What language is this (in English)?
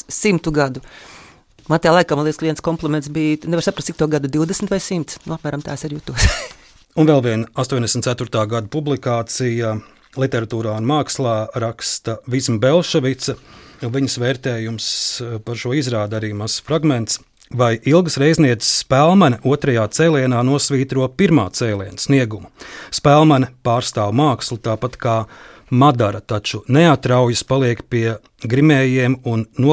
Latvian